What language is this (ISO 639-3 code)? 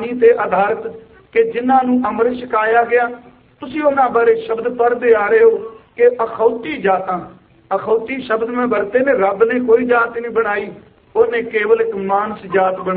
pan